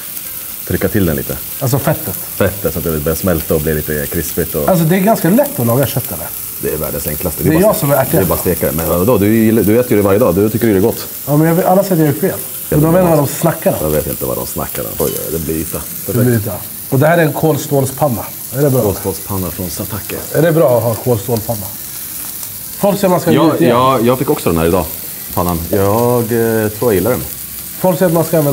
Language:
Swedish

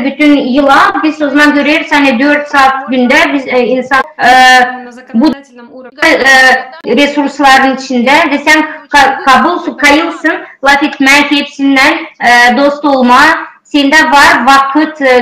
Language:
Gagauz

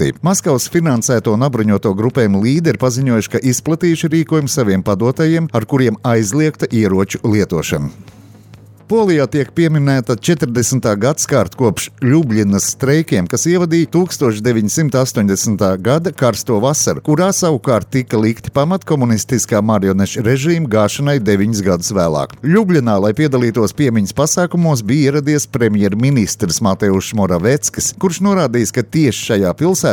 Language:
Latvian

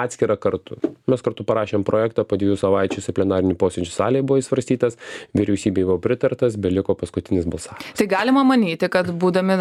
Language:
Lithuanian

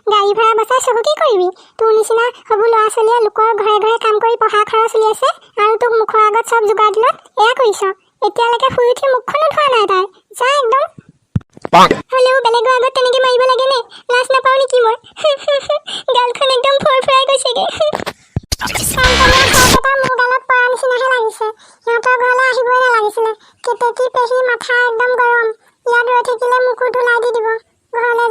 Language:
Assamese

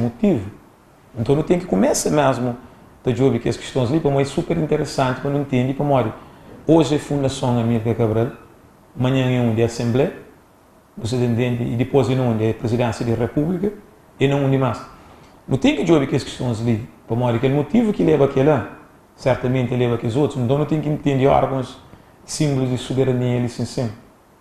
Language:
Kabuverdianu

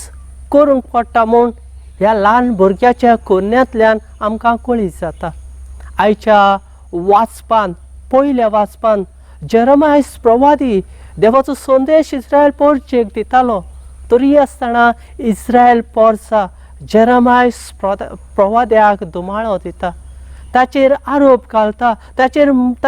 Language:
Konkani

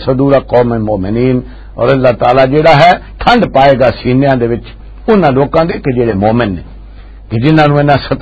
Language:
Western Panjabi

